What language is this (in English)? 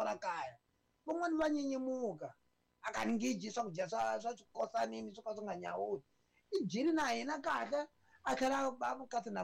Tsonga